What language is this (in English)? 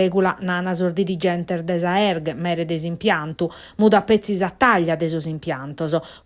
Sardinian